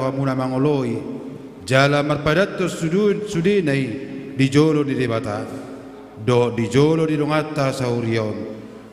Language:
Batak Toba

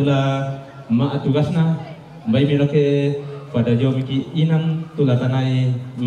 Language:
Toraja-Sa'dan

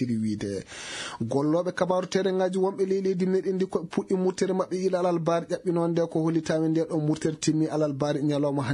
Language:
Fula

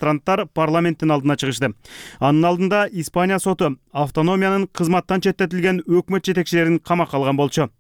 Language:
Kyrgyz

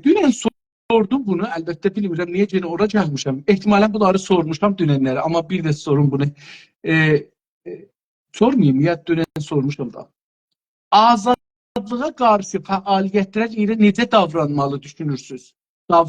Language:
South Azerbaijani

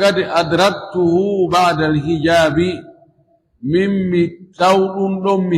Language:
Fula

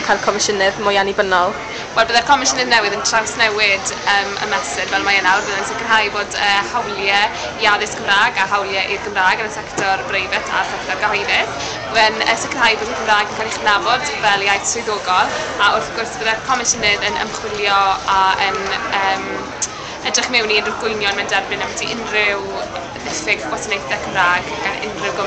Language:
Welsh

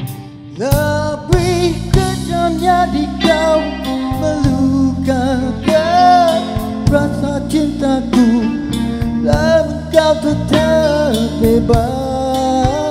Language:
Malay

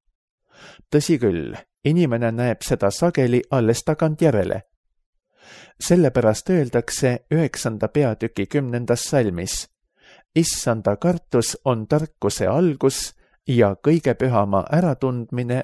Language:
Estonian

